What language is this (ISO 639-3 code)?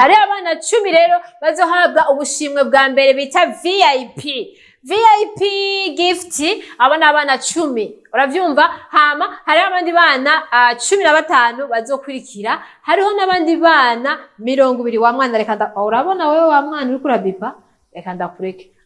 run